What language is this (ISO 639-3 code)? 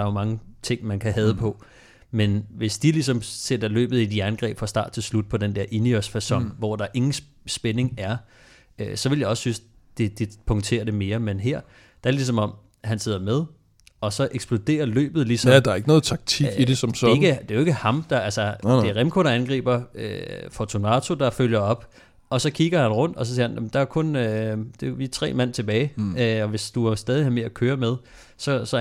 dan